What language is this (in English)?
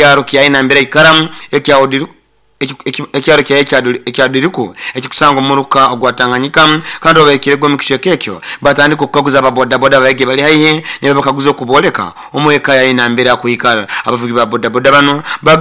Nyoro